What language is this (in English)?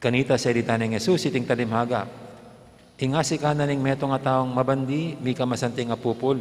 Pampanga